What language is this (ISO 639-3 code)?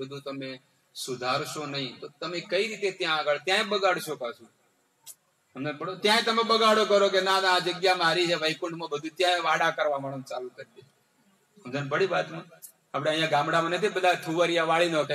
guj